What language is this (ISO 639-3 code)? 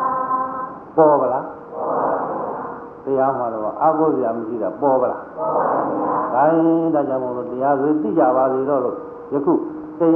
mya